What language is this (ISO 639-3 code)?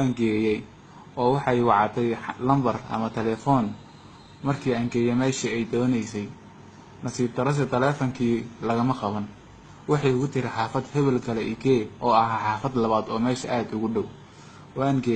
som